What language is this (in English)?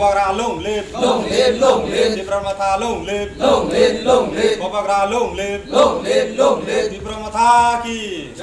Riang (India)